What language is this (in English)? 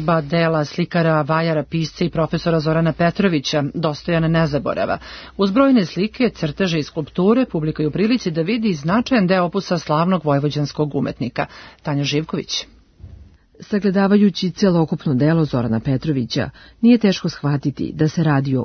Serbian